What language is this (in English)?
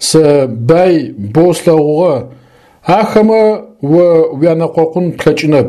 Adyghe